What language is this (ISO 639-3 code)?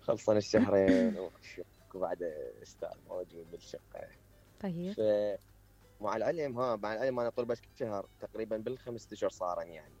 acm